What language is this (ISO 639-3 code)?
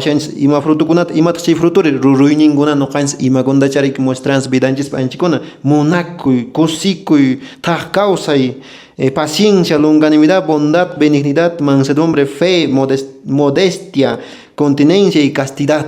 que